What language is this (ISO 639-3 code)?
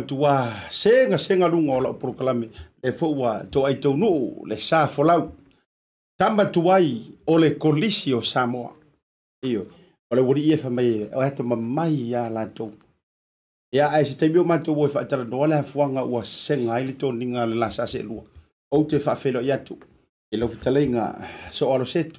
smo